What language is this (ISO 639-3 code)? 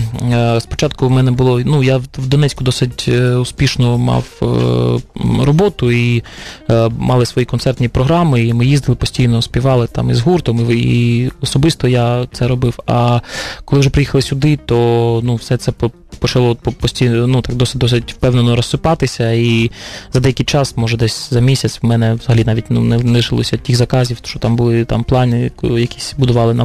ukr